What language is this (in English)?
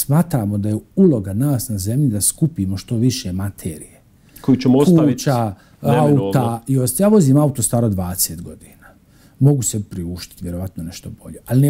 Bosnian